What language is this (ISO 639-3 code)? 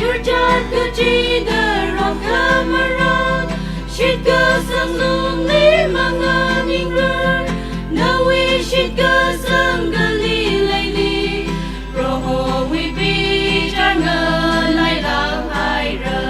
nmf